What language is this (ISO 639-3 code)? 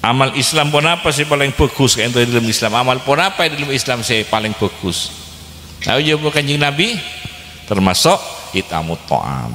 mad